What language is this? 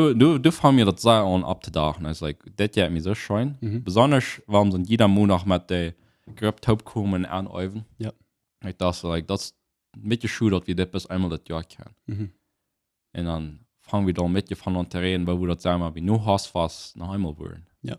Plautdietsch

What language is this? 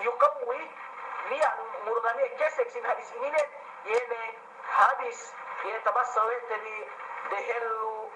Yakan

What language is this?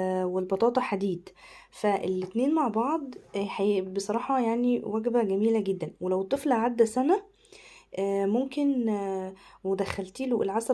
Egyptian Arabic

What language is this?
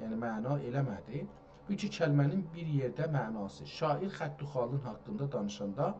South Azerbaijani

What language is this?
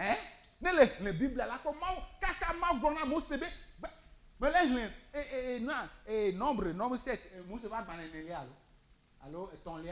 Ewe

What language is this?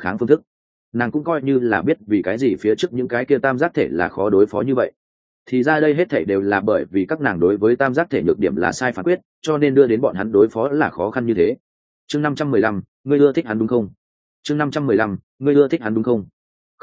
Vietnamese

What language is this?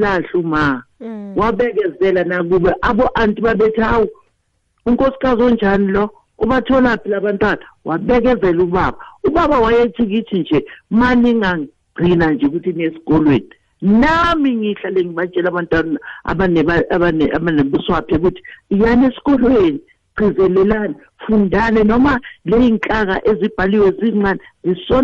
South Ndebele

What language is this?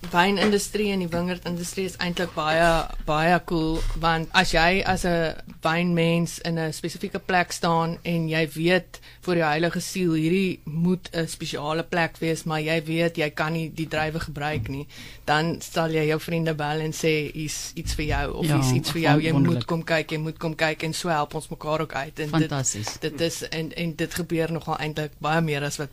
Afrikaans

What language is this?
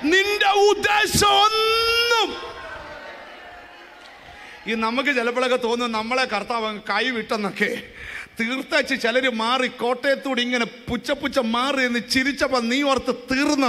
Malayalam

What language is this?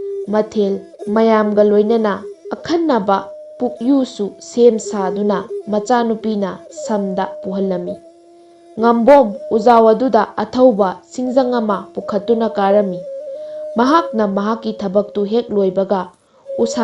Manipuri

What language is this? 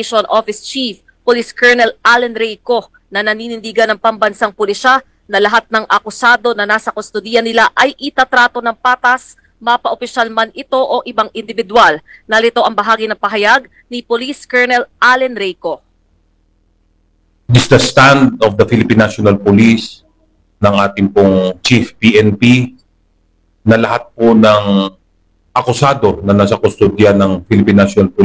Filipino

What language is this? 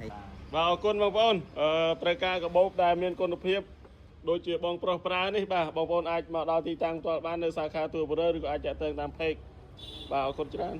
Khmer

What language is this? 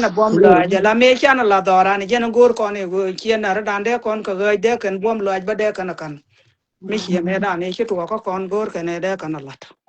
Nuer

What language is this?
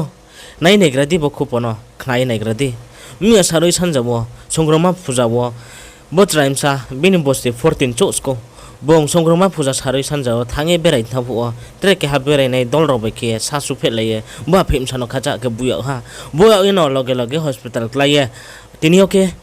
Riang (India)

